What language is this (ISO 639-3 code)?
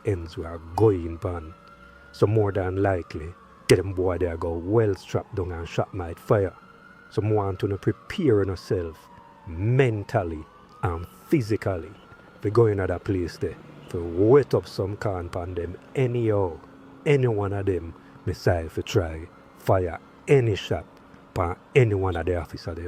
jam